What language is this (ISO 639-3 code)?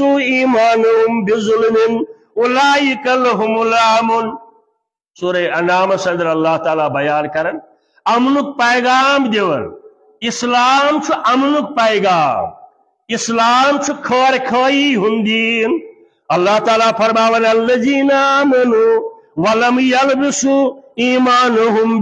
kas